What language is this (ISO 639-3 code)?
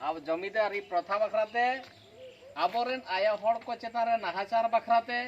sat